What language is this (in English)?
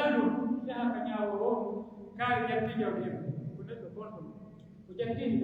Pular